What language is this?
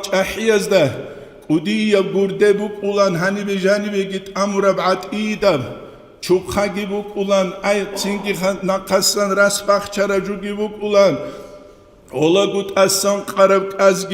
Avaric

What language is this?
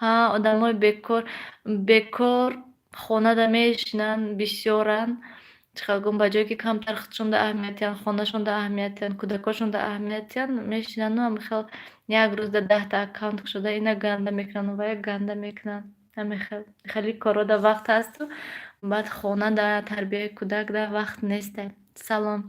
Tajik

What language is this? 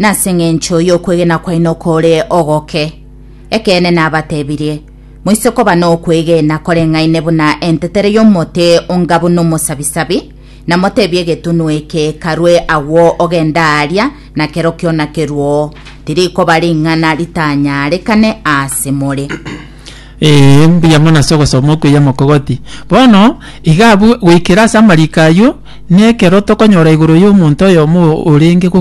Gusii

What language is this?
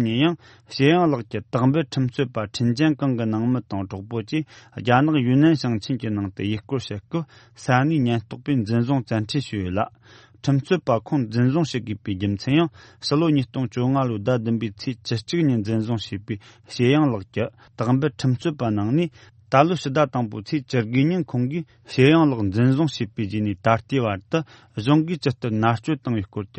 Tibetan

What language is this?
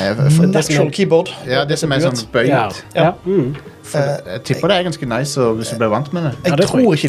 Norwegian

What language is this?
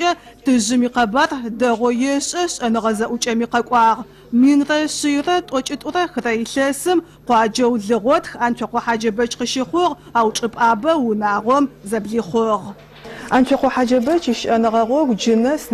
Adyghe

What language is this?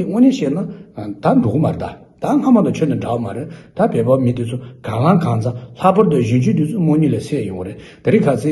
Tibetan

